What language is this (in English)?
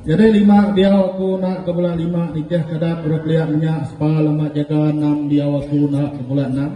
Iban